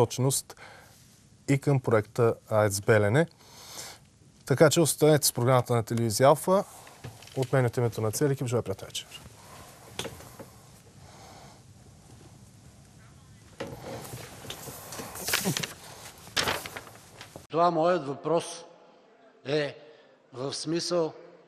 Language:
Bulgarian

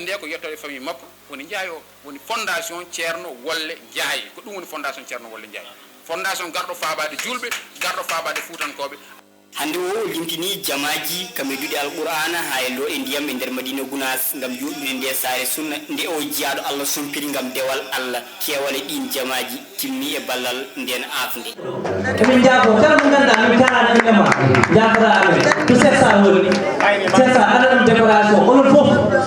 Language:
Fula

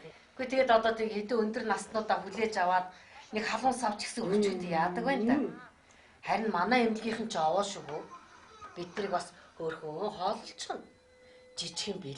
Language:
Mongolian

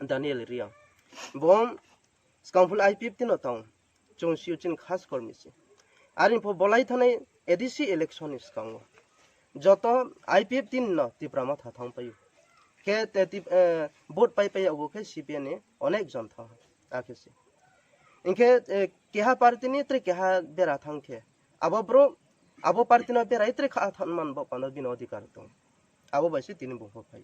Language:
Riang (India)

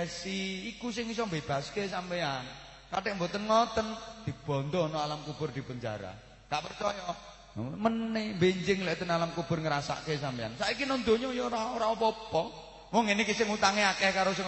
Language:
Javanese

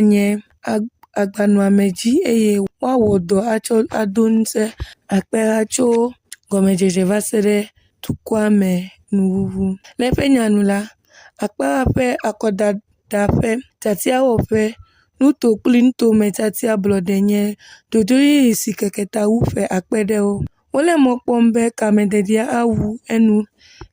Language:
Ewe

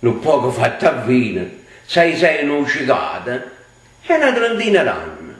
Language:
Neapolitan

